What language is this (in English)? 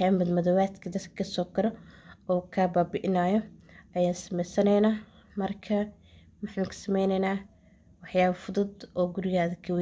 Somali